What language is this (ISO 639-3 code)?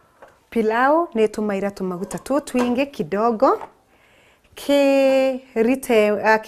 mer